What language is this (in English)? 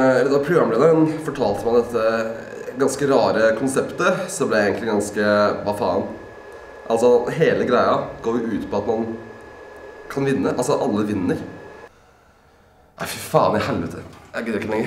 Norwegian